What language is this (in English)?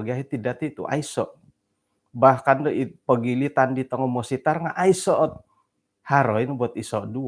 Central Dusun